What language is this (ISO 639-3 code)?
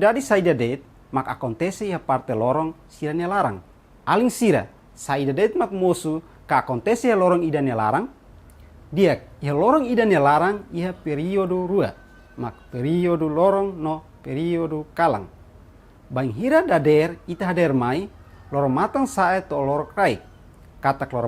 tet